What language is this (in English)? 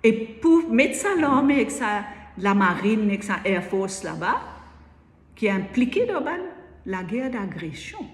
Morisyen